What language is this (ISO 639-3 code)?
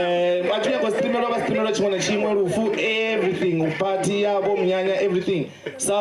ven